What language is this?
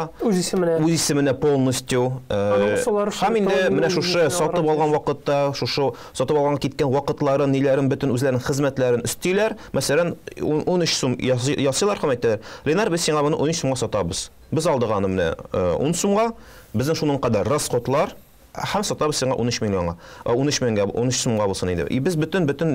Tatar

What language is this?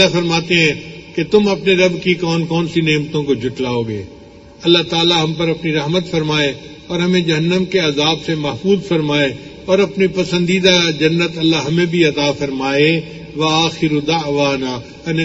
Urdu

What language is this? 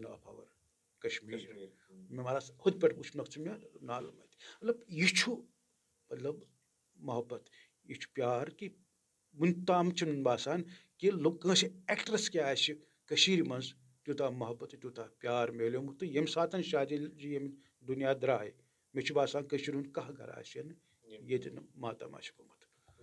Kashmiri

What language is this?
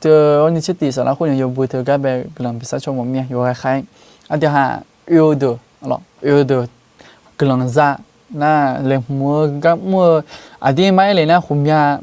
Akha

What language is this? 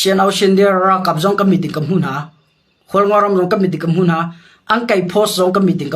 Hakha Chin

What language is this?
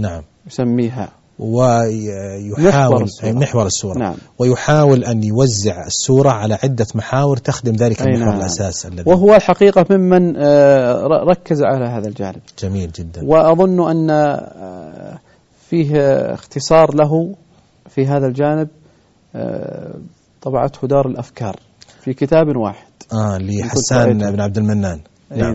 Arabic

